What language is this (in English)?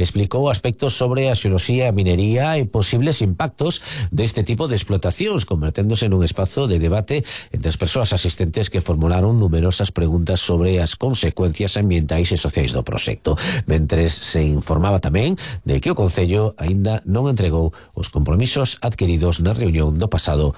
Galician